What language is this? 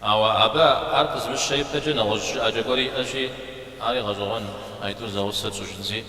Kabardian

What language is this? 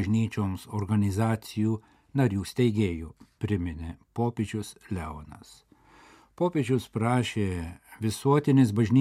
Lithuanian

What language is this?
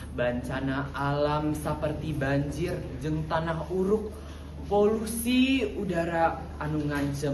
Sundanese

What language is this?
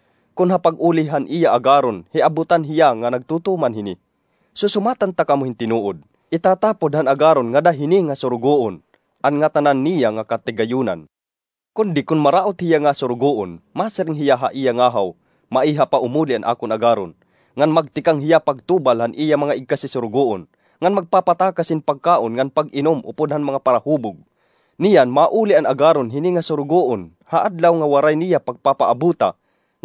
Waray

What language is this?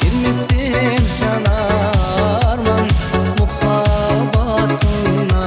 Kara-Kalpak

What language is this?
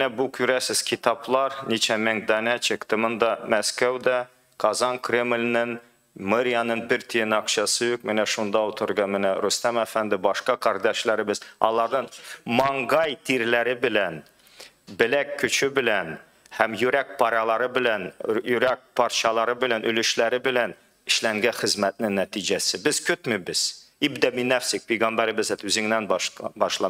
Tatar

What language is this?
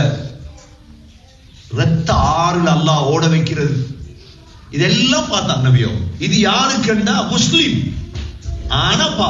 Tamil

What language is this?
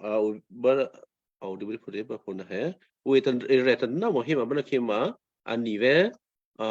Western Kayah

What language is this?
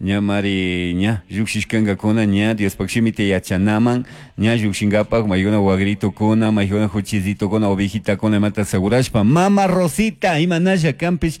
Chimborazo Highland Quichua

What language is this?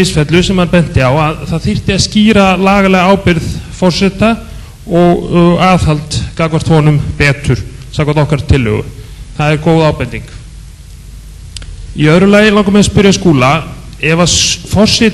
Icelandic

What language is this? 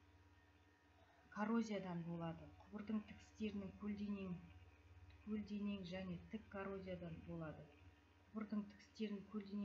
Kazakh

